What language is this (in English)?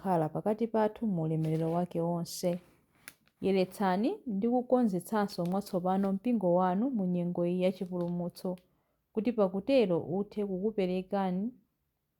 Nyanja